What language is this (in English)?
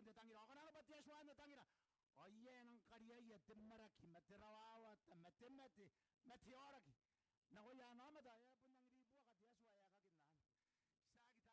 Gilbertese